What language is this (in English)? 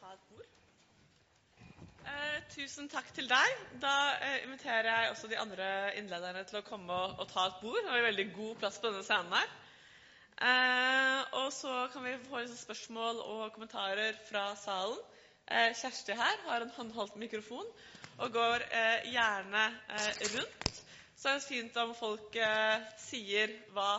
Norwegian